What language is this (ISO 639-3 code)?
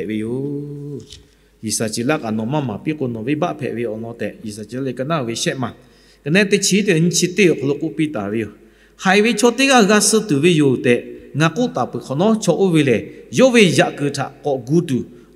lhu